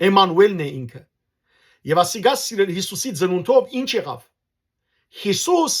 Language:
Western Armenian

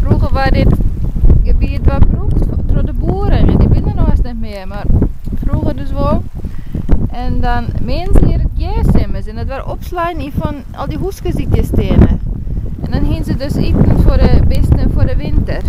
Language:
Western Frisian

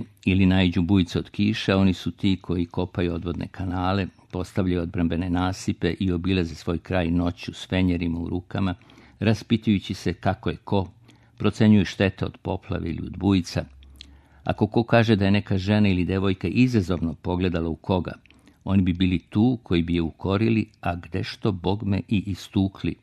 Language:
Serbian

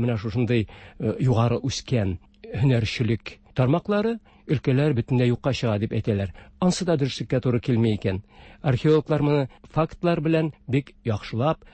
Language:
Tatar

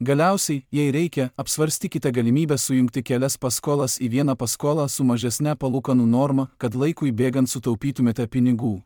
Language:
Lithuanian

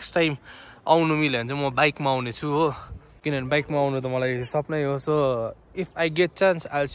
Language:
Nepali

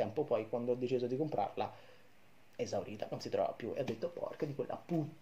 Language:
Italian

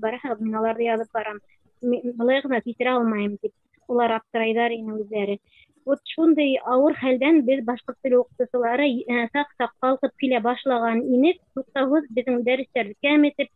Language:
Bashkir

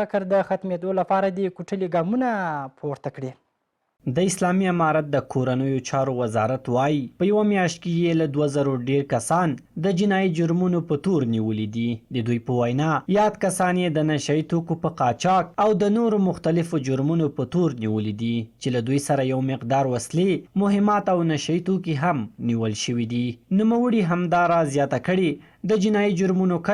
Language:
Pashto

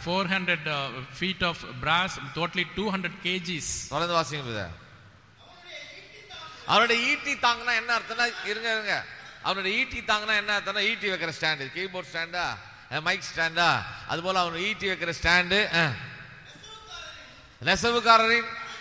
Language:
Tamil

